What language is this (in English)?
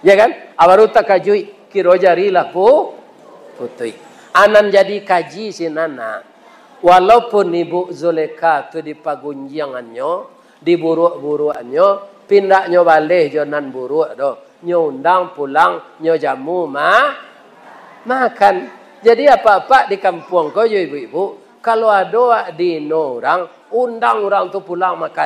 Minangkabau